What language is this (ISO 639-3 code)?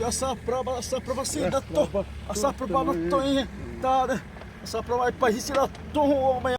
xav